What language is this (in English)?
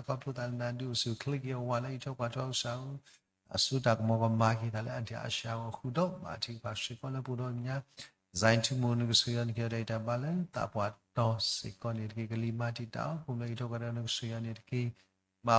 S'gaw Karen